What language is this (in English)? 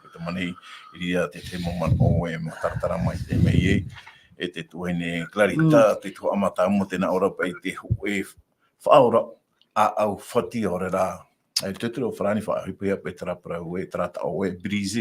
Tahitian